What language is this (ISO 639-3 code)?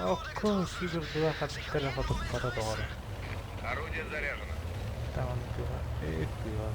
sah